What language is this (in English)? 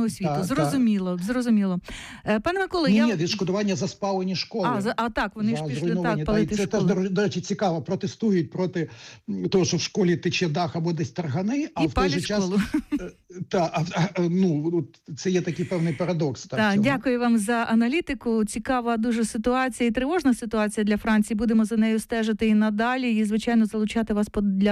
Ukrainian